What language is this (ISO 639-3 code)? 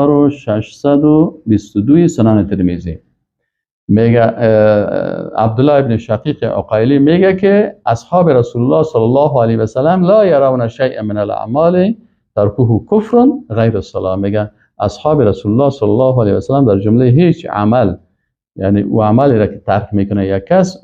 fas